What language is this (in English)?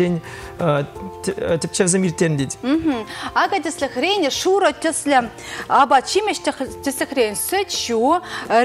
Chuvash